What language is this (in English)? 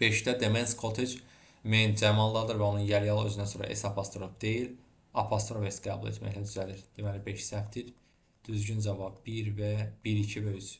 Azerbaijani